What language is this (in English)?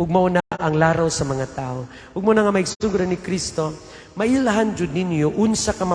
Cebuano